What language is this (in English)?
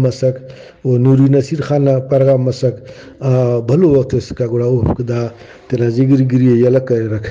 Brahui